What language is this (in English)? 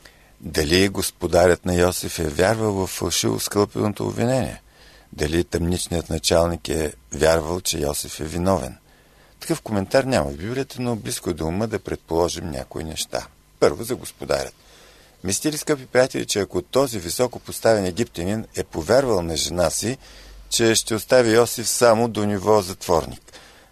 Bulgarian